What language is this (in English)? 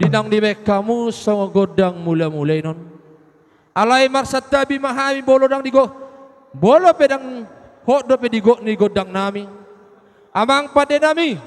Batak Toba